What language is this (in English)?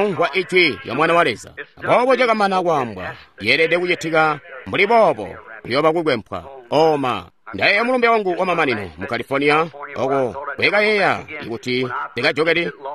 Tonga (Zambia)